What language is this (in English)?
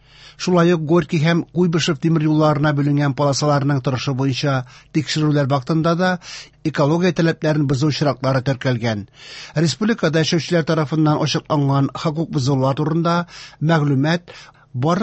Tatar